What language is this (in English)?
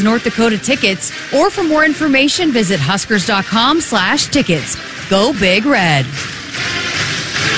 English